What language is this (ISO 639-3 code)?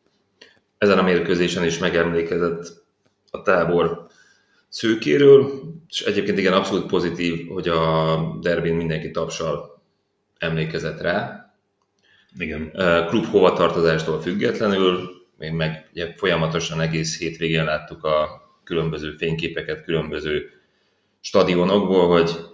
hun